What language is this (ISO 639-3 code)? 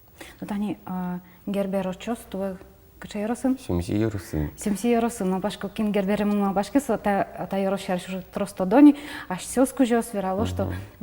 udm